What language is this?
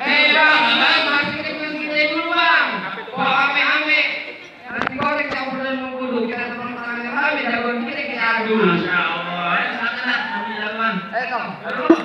Betawi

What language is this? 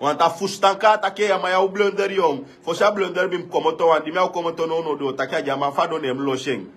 Sranan Tongo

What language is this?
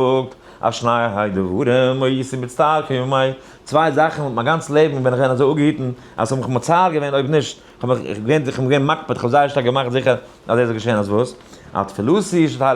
Yiddish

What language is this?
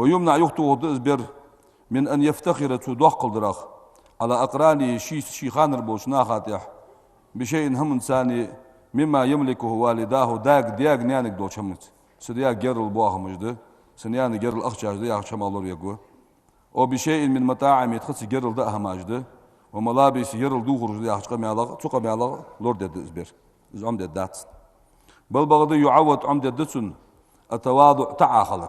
Ingush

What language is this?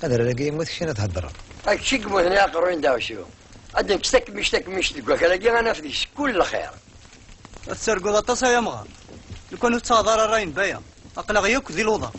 Kabyle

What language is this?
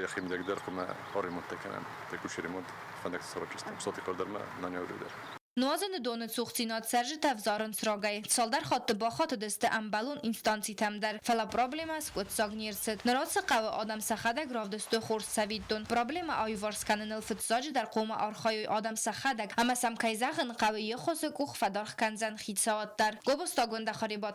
Ossetic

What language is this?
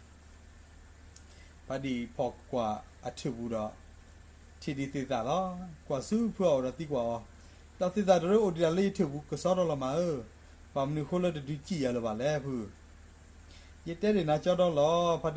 S'gaw Karen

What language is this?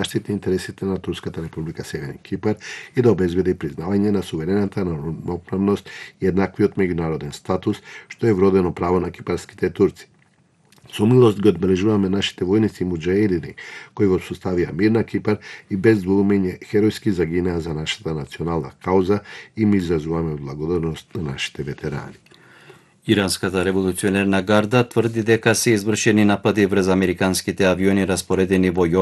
Macedonian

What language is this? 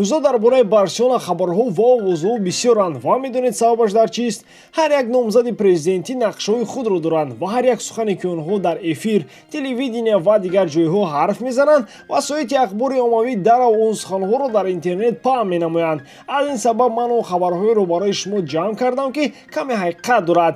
Tajik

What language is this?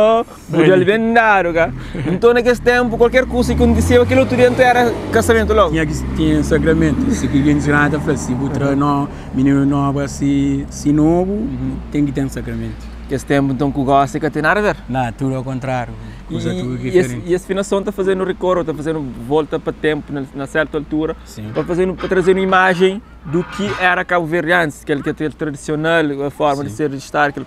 Kabuverdianu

